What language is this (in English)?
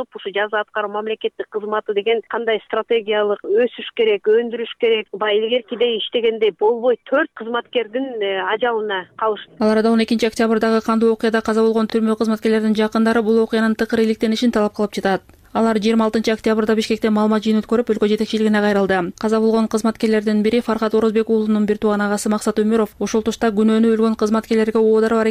Kyrgyz